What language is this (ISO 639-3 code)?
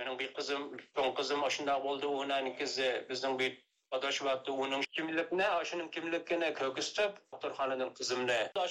uig